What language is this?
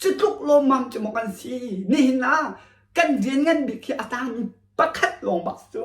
Hakha Chin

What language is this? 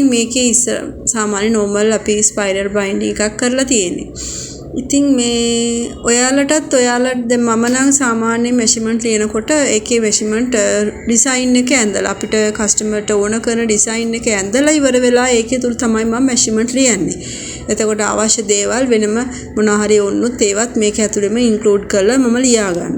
Sinhala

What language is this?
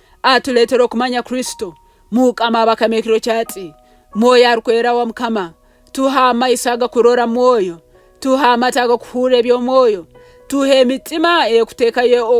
Nyoro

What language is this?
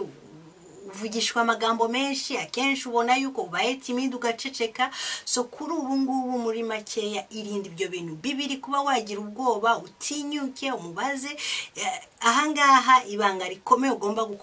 Kinyarwanda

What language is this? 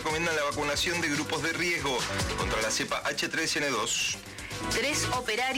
Spanish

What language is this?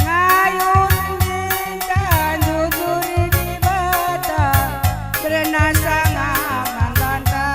Batak Karo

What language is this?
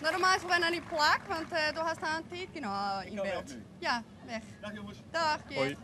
Western Frisian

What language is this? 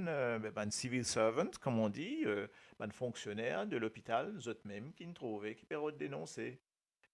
Morisyen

